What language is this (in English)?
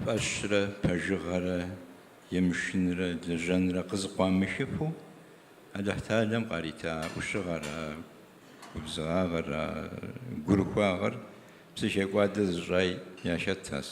Kabardian